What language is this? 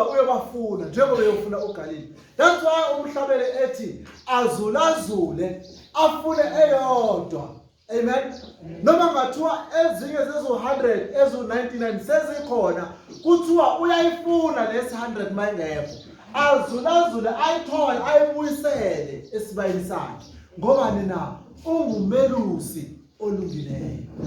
Zulu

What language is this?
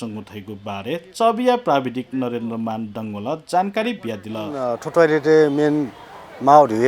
Newari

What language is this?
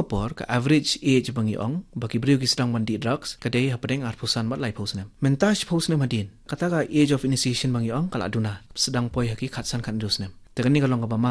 Khasi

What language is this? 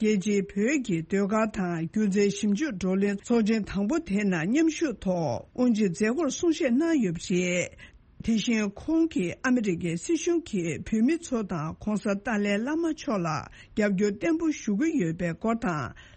Tibetan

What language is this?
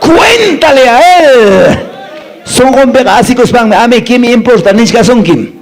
Quechua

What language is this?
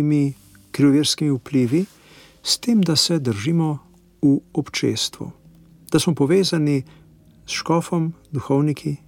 Slovenian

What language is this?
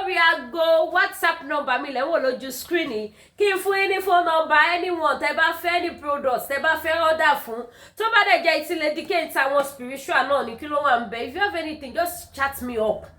Yoruba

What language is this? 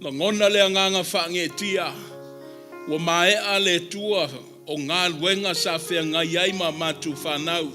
Samoan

